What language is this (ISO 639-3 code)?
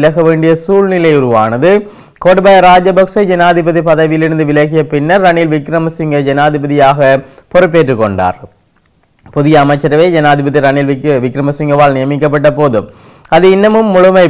tam